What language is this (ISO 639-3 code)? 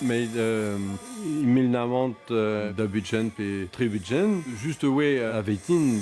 bre